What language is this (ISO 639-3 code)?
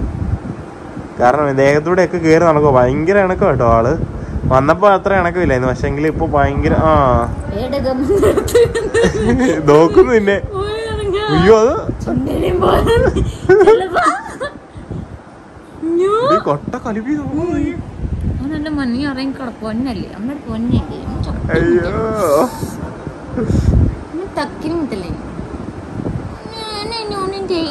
mal